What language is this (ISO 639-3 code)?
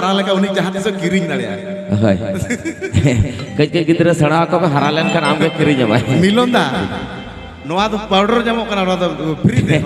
sat